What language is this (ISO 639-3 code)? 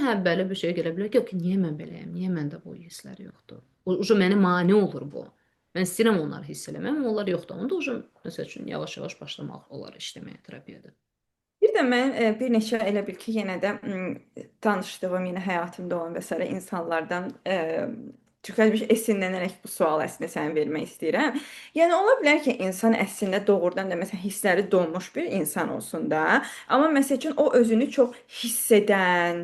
aze